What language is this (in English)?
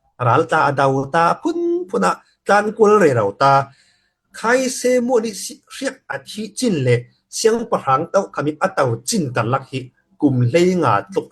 Falam Chin